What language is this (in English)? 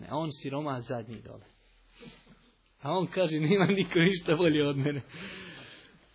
Bosnian